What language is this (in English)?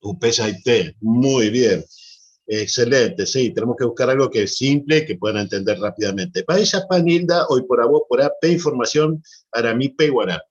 Guarani